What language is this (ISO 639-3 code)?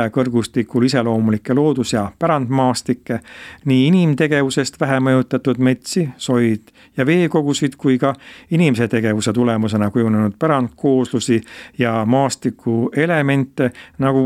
est